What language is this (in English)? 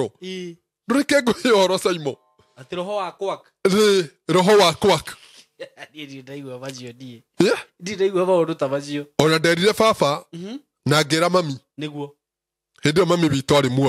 Kikuyu